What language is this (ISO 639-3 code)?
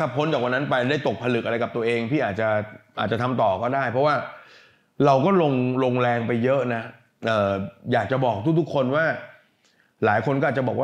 tha